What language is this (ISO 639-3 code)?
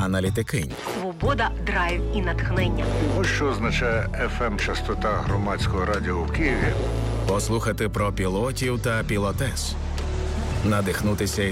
ukr